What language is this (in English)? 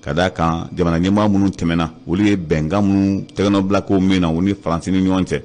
Bambara